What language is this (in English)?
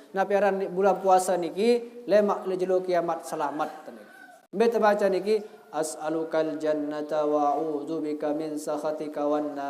Sasak